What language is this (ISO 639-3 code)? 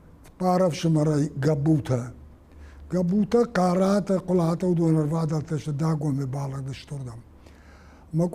oss